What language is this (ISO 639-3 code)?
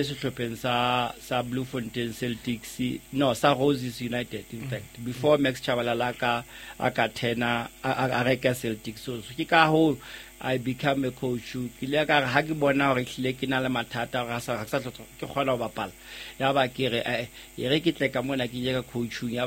sot